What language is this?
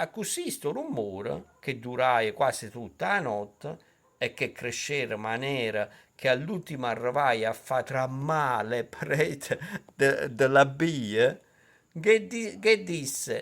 Neapolitan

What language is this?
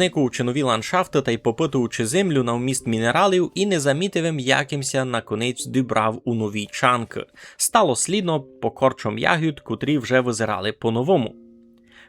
Rusyn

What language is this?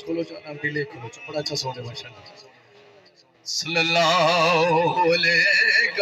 Saraiki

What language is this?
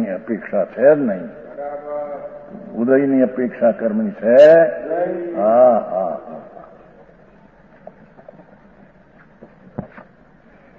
Gujarati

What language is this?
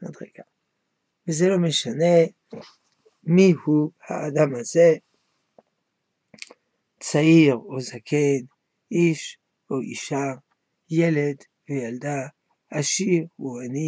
Hebrew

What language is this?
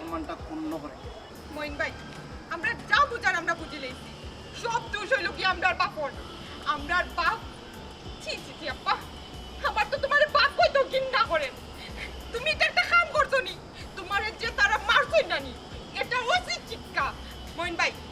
Sylheti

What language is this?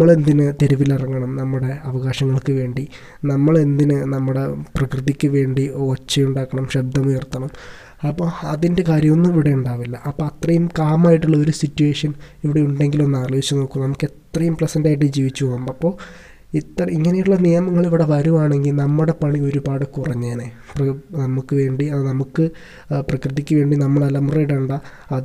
Malayalam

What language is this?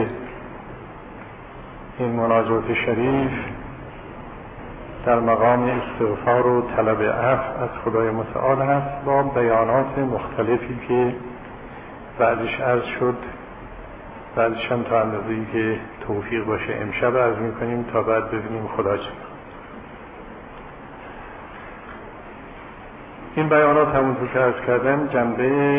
Persian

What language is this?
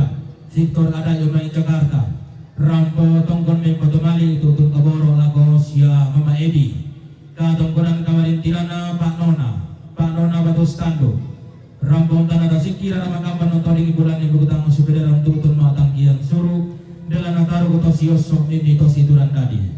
Toraja-Sa'dan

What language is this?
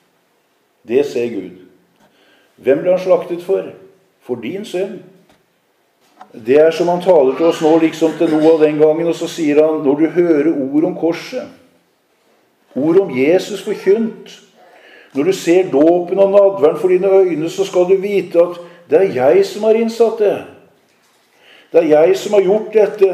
Norwegian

